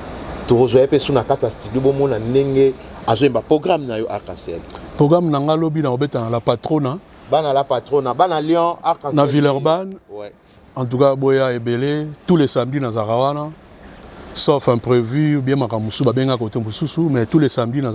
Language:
Lingala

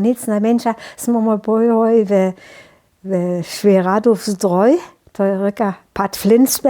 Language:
Upper Sorbian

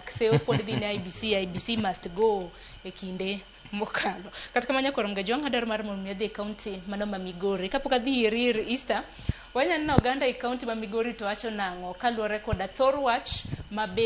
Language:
Luo (Kenya and Tanzania)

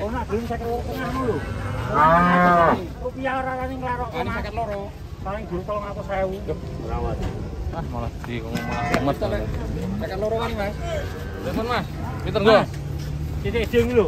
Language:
Javanese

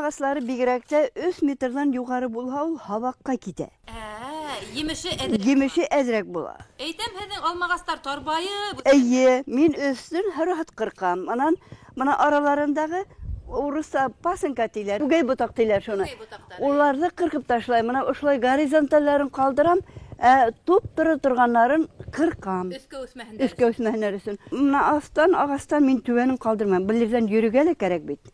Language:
Bashkir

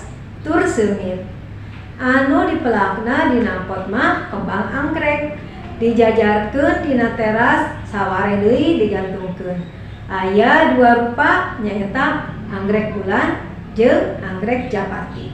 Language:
Sundanese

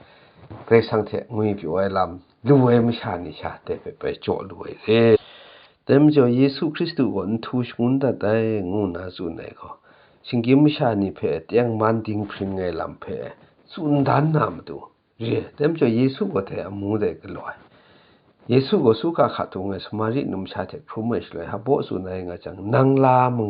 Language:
Kachin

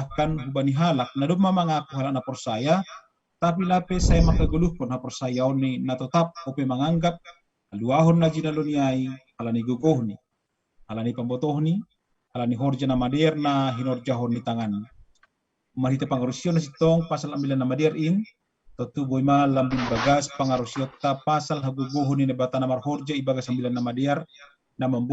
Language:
Batak Simalungun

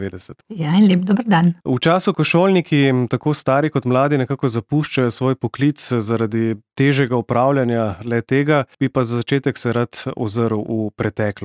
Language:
Slovenian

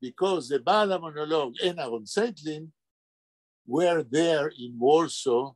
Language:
Yiddish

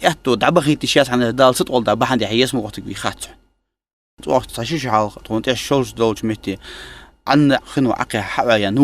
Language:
Ingush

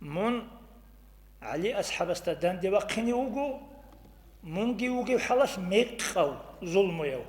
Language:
Avaric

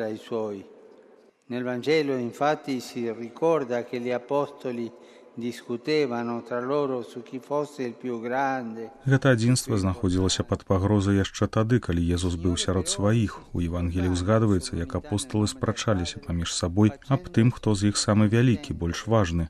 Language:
Belarusian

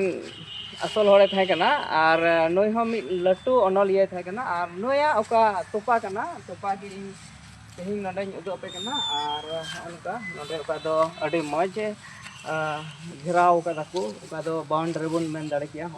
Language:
Santali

